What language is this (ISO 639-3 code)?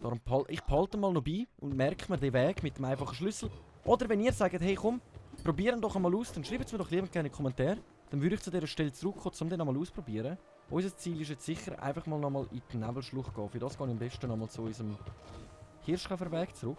gsw